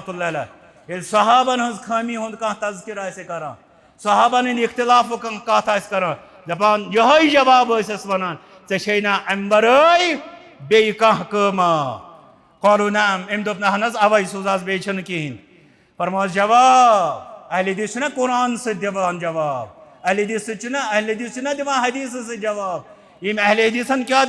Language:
Kashmiri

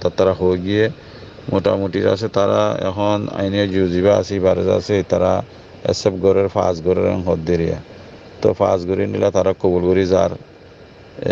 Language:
Rohingya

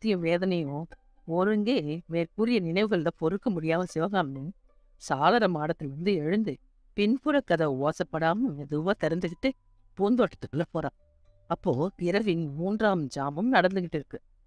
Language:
Tamil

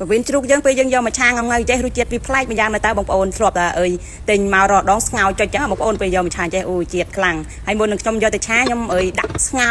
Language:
Khmer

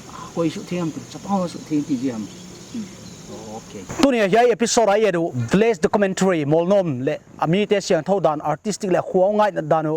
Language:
Paite Chin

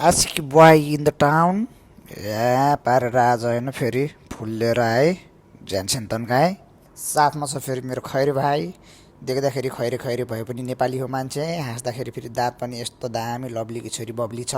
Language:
Nepali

